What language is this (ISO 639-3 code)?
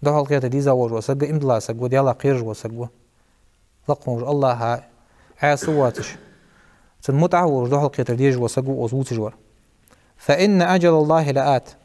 inh